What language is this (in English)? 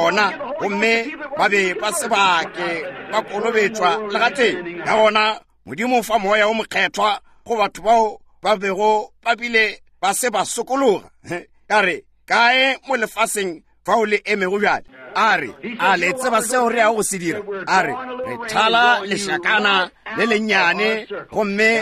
Northern Sotho